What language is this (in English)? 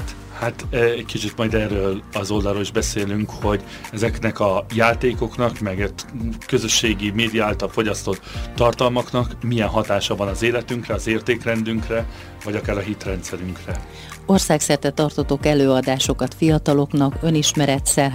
Hungarian